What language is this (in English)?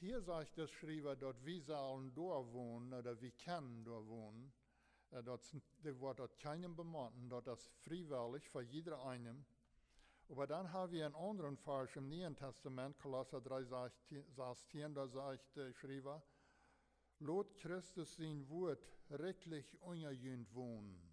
Plautdietsch